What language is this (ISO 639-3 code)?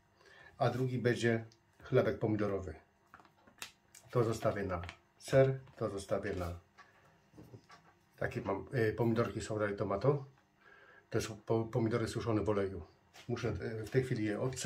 pol